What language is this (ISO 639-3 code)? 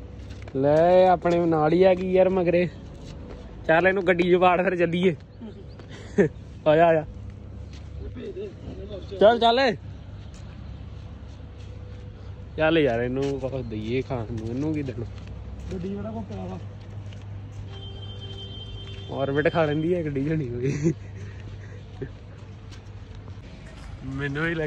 pan